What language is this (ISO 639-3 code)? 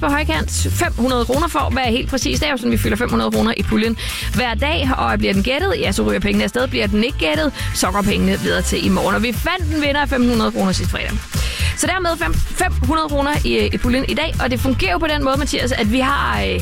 dan